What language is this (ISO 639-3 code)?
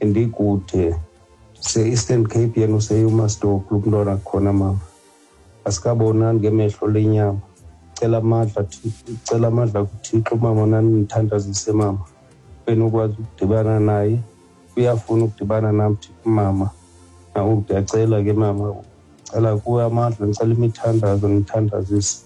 xho